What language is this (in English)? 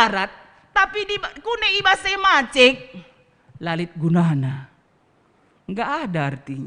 Batak Karo